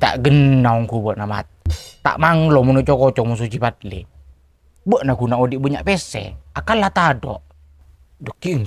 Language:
Madurese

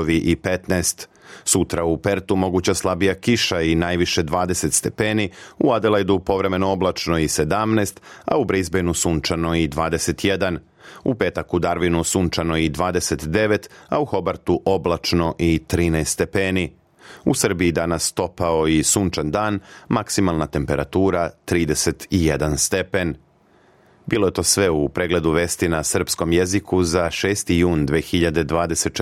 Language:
Serbian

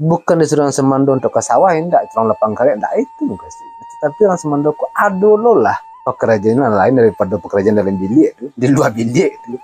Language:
Minangkabau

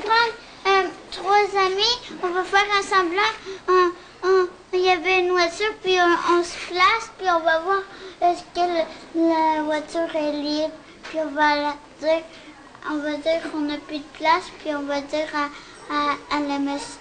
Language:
French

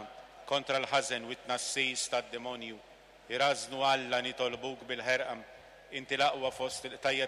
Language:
Maltese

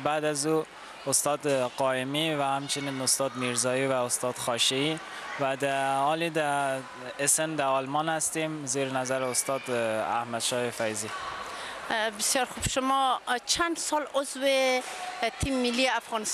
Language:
Persian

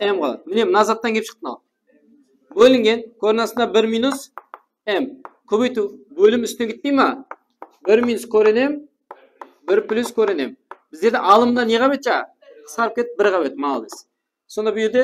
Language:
Kara-Kalpak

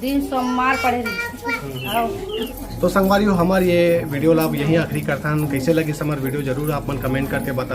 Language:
Chhattisgarhi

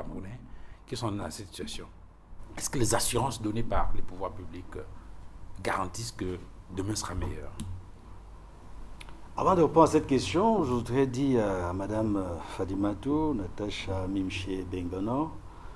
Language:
French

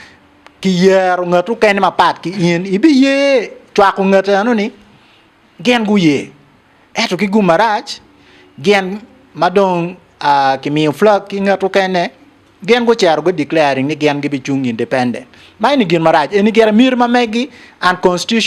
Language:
Acoli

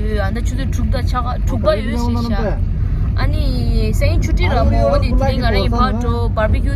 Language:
Tibetan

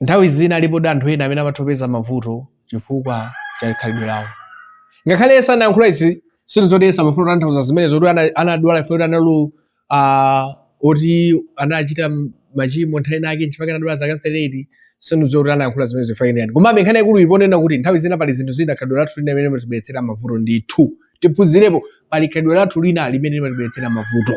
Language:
Nyanja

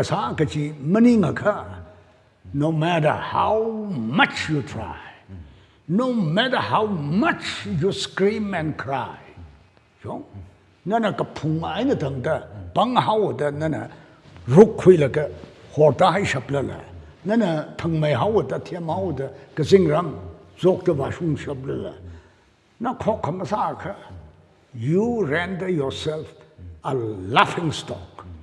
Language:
Tangkhul Naga (India)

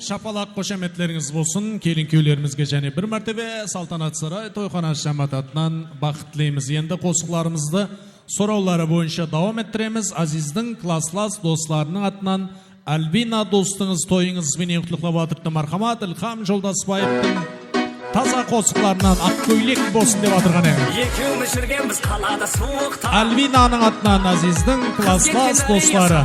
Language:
Kara-Kalpak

